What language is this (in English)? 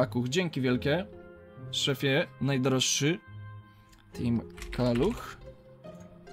Polish